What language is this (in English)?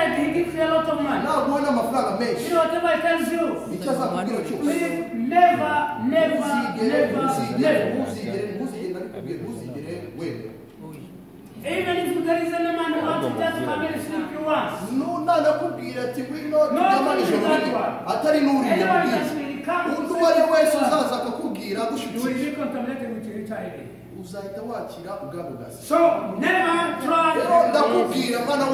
Kinyarwanda